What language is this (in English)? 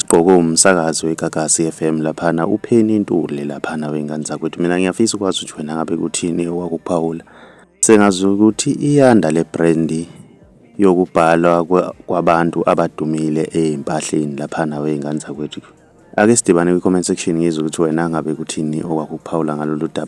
Zulu